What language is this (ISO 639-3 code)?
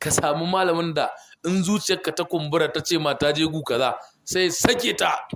hau